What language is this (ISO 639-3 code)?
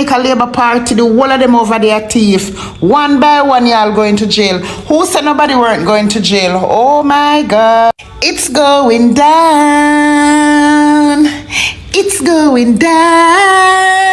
jam